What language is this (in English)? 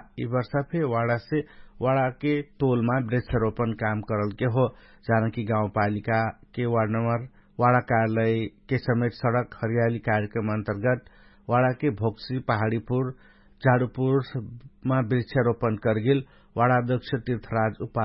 Dangaura Tharu